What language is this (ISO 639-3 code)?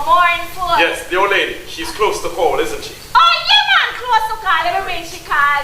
jam